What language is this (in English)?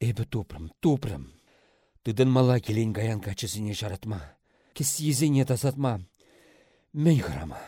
Chuvash